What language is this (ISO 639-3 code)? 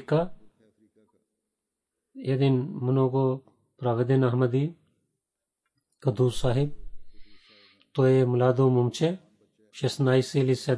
bul